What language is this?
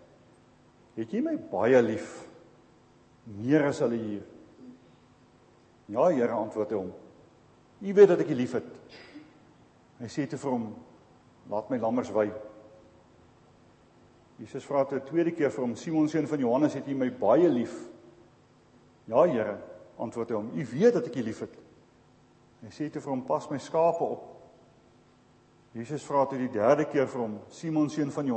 Afrikaans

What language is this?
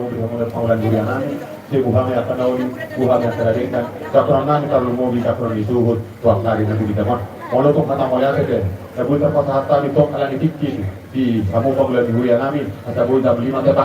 Batak Toba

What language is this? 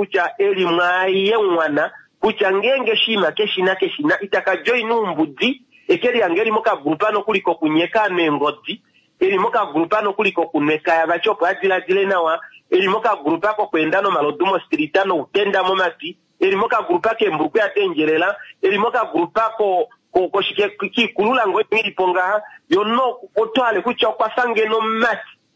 Kuanyama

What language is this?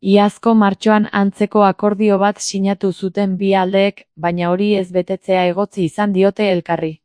Basque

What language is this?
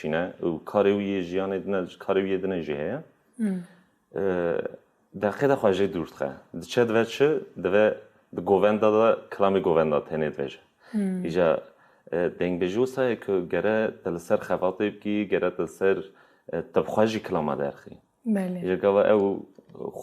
Kurdish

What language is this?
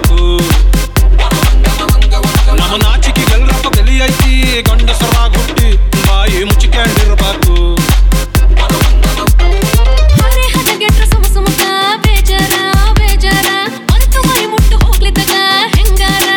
Kannada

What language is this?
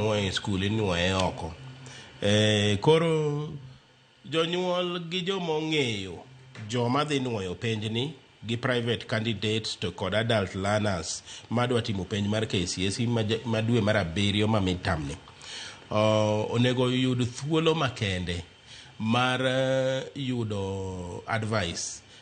Luo (Kenya and Tanzania)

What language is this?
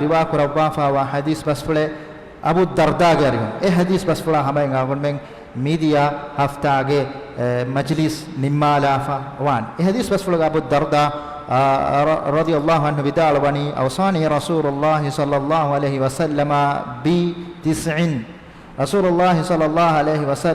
Divehi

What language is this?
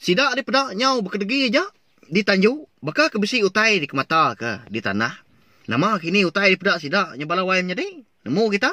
Iban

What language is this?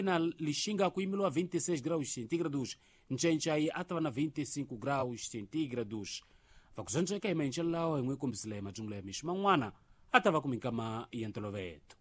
Tsonga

